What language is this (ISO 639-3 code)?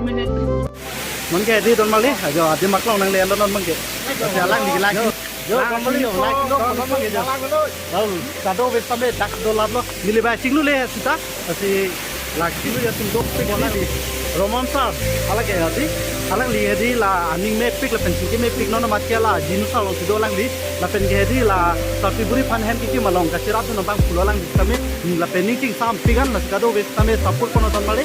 mjw